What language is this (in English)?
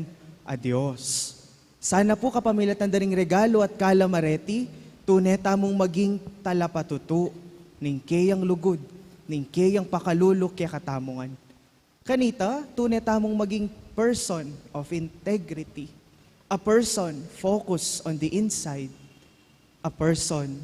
Pampanga